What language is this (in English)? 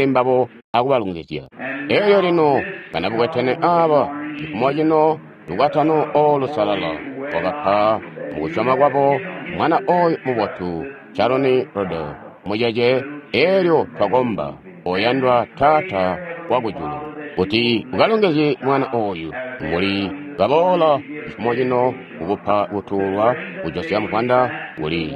Tonga (Zambia)